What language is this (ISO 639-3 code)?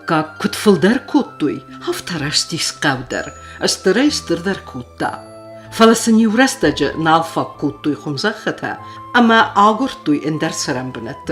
oss